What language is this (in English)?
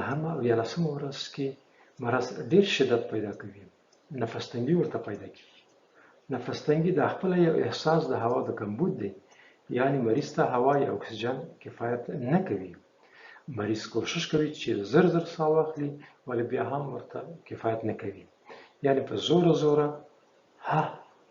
Pashto